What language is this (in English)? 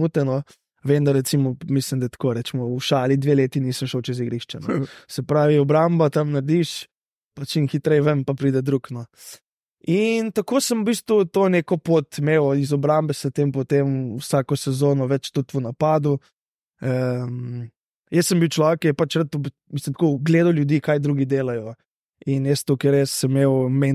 Slovenian